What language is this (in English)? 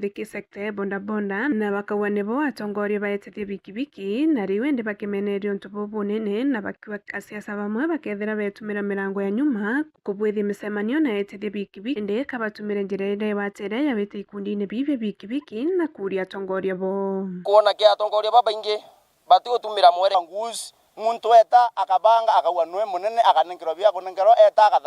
Meru